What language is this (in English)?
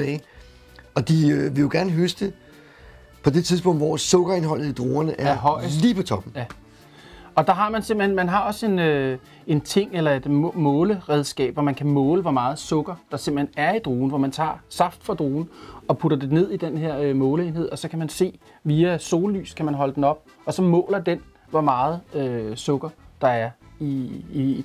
Danish